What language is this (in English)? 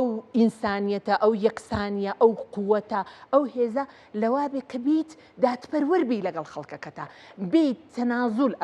Central Kurdish